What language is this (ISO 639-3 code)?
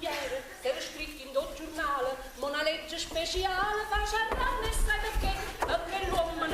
nap